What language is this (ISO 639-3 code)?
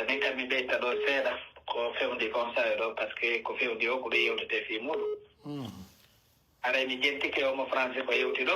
fuf